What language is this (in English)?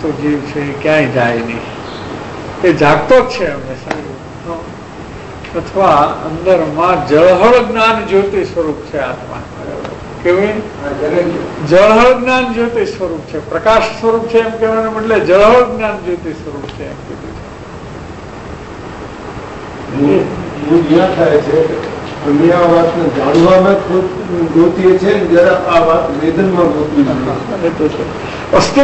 Gujarati